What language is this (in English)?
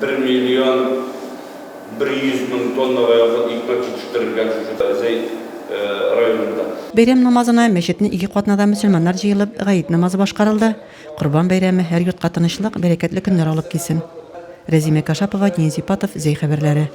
Tatar